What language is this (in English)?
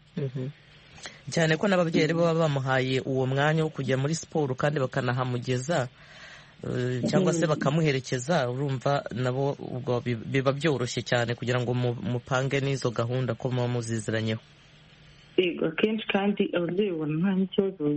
Kinyarwanda